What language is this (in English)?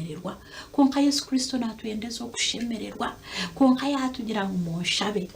Nyankole